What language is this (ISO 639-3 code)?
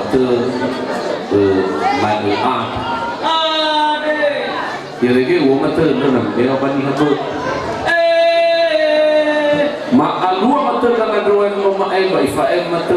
nia